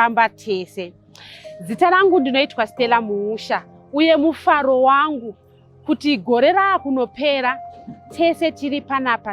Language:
Shona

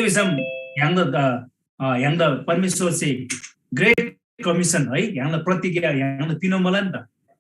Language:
Eastern Tamang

